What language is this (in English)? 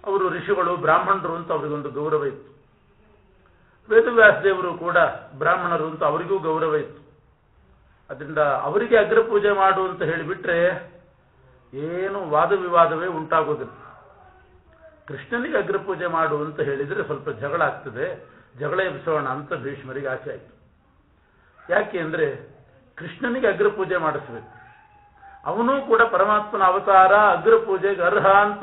Kannada